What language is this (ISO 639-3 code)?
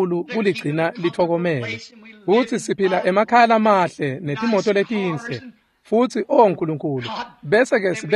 ssw